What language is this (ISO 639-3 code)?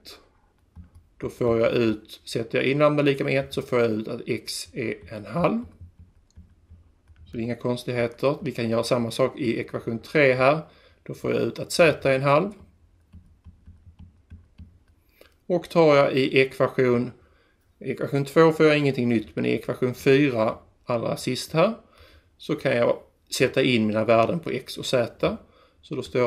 swe